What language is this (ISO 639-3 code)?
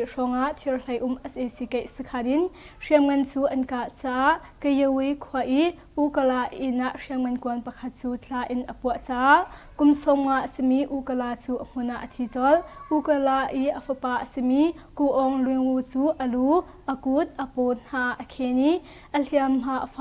cnh